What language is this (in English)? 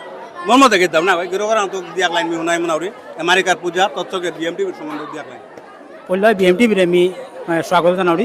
Bishnupriya